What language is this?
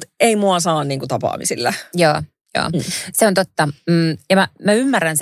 Finnish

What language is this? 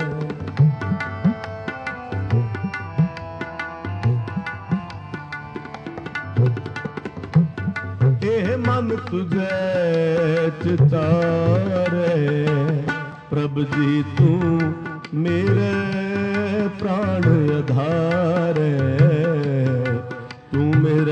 Punjabi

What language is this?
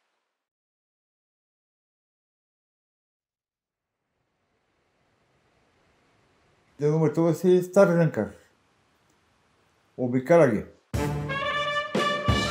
Bulgarian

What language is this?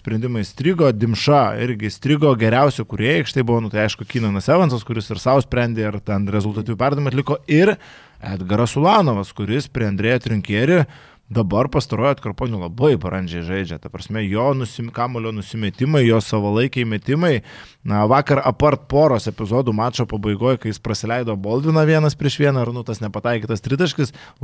Lithuanian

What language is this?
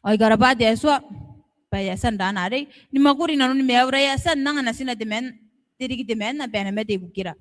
Gilbertese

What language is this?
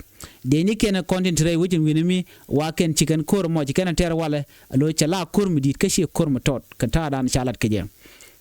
Nuer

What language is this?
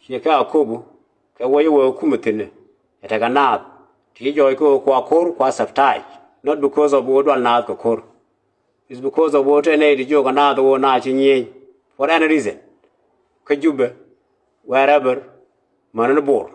Nuer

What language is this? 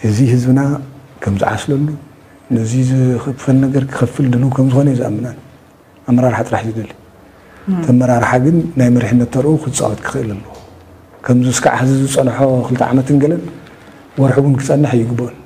Tigrinya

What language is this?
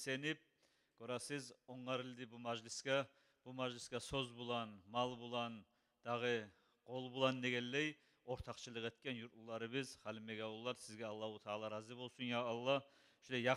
Kumyk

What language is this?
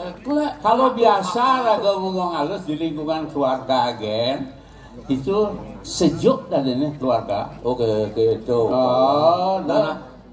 Balinese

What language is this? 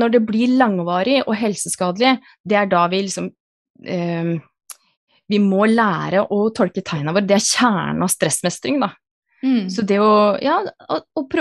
Norwegian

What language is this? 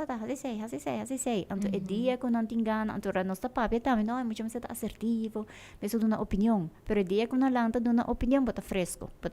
Papiamento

